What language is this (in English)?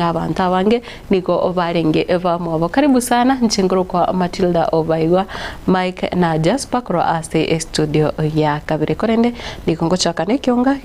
Gusii